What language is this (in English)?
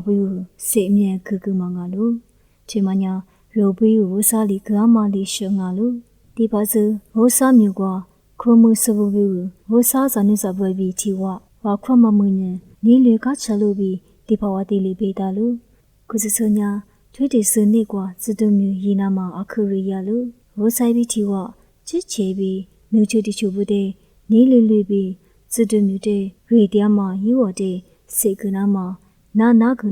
Lisu